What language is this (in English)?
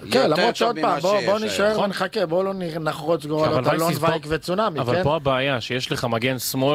Hebrew